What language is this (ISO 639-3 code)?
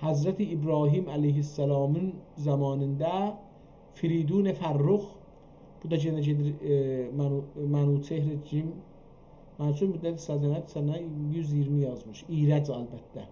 azb